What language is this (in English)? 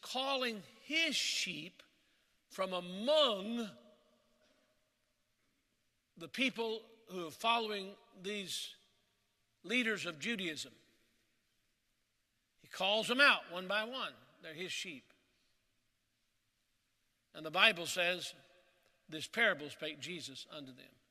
English